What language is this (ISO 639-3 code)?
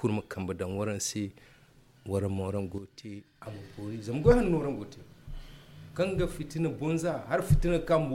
dje